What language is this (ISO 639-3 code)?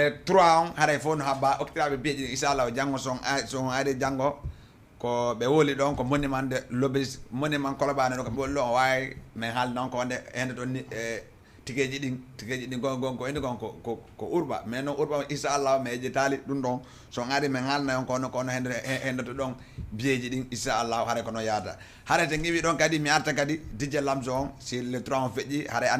ful